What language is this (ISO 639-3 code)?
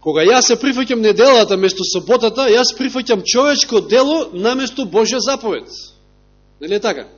mkd